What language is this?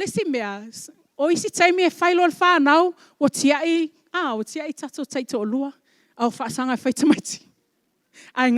Samoan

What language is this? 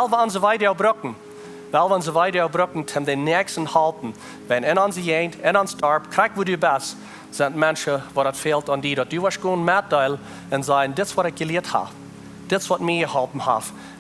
Plautdietsch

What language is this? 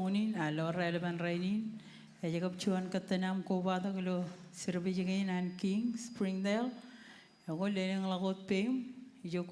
Marshallese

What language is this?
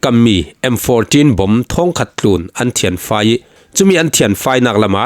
Falam Chin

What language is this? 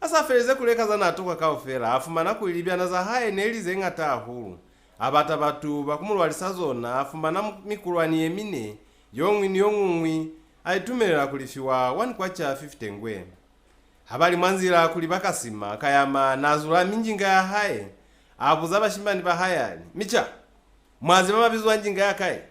Lozi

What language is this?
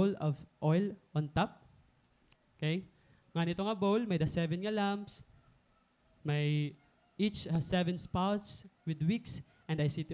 Waray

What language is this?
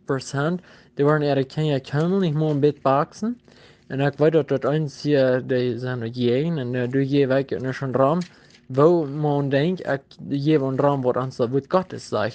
Plautdietsch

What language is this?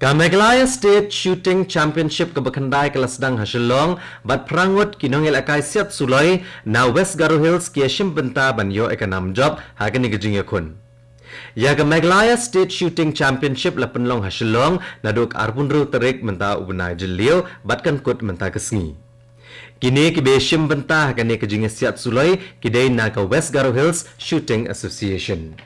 Khasi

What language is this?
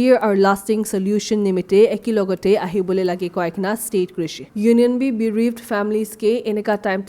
Naga Pidgin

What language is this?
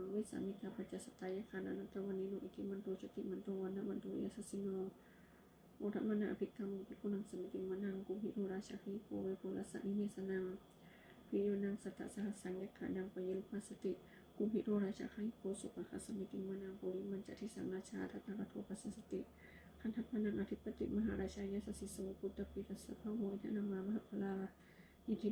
Pali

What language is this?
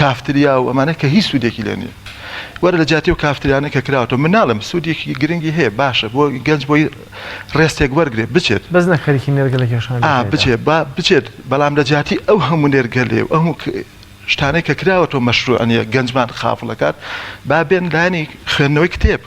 Central Kurdish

